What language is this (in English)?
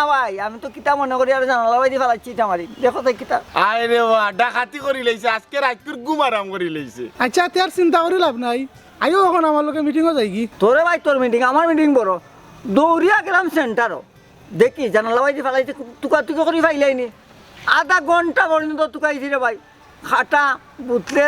Sylheti